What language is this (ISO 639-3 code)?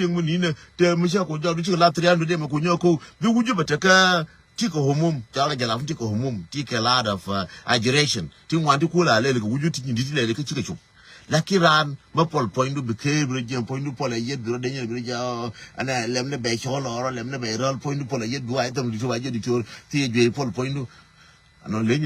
nus